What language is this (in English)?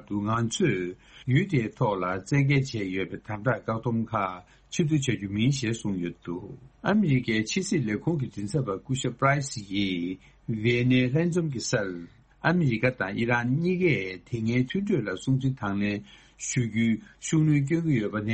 Tibetan